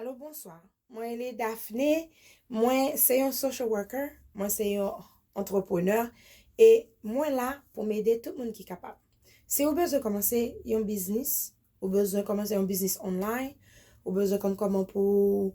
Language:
Haitian Creole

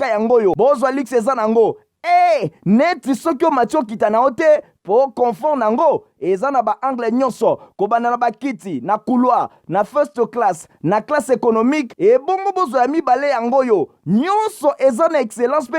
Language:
Lingala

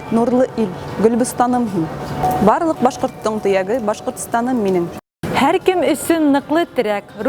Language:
Bashkir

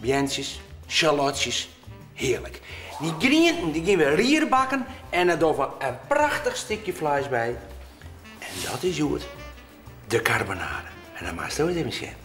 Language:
Western Frisian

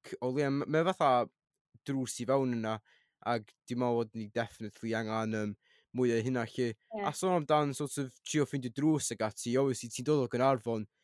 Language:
Welsh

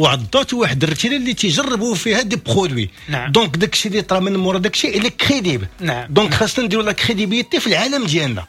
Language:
Moroccan Arabic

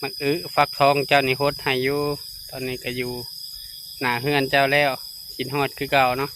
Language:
Lao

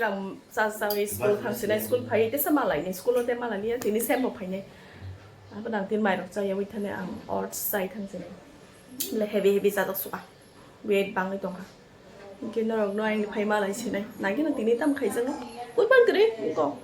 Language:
Kok Borok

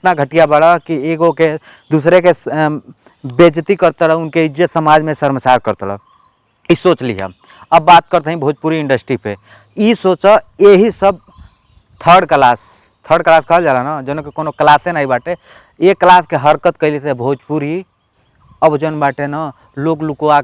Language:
Bhojpuri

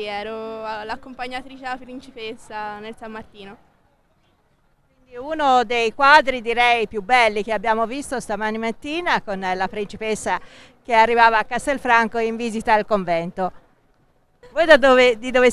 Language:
Italian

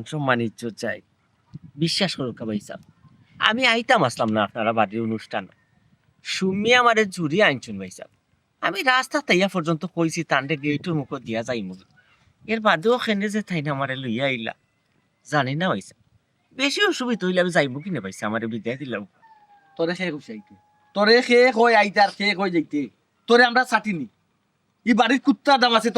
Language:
Sylheti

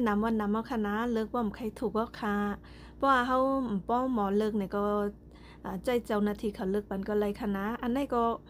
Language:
Shan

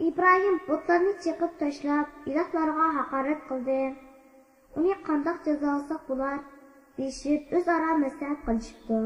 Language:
Uyghur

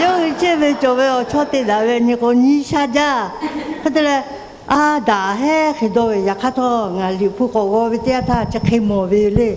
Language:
Lahu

